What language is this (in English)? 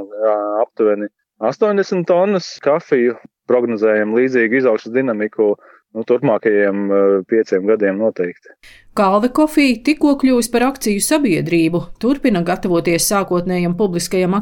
Latvian